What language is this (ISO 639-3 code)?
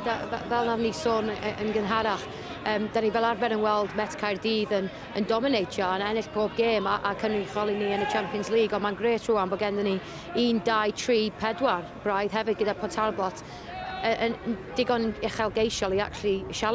cym